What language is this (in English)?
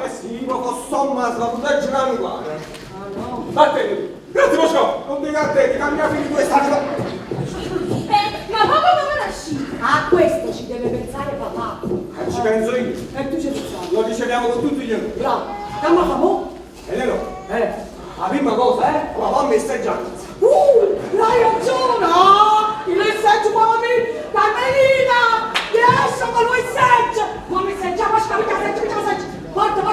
Neapolitan